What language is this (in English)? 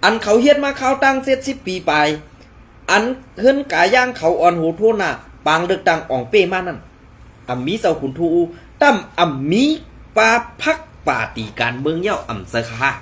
Shan